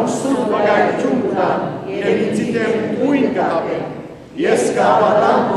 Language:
Western Armenian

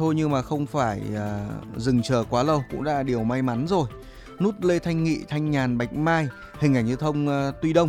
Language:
Vietnamese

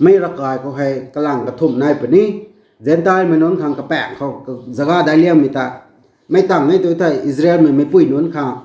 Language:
Rongmei Naga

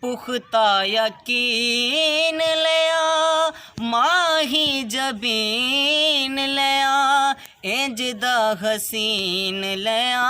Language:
Saraiki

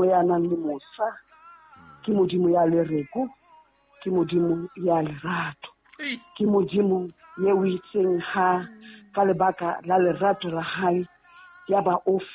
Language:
Southern Sotho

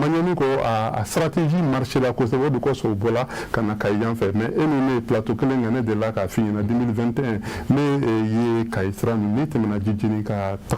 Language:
Bambara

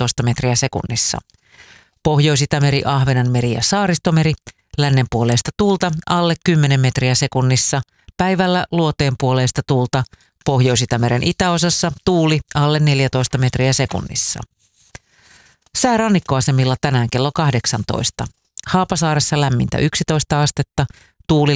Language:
Finnish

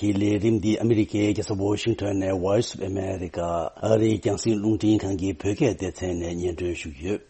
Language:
Tibetan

